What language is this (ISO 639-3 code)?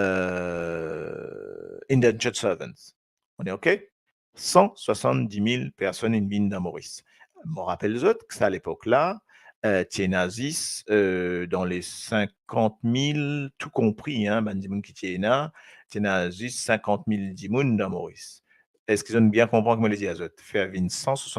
mfe